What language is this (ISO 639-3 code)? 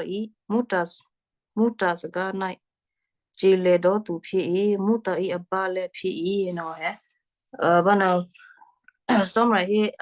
kyu